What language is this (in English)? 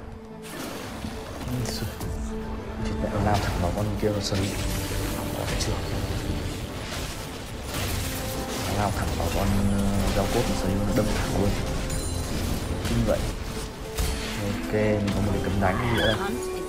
Vietnamese